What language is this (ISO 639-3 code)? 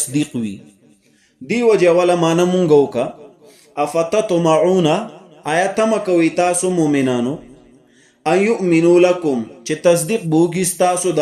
pus